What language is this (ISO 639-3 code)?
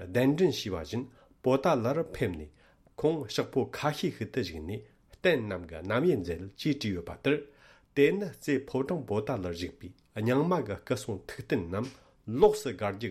bod